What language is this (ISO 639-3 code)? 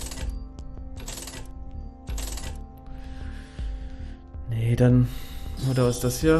deu